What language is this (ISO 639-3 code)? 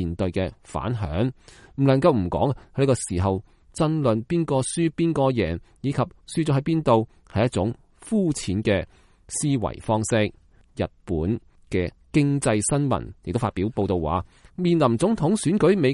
yue